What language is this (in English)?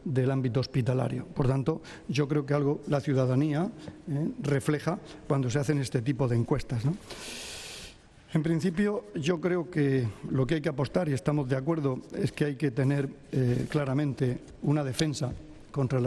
Spanish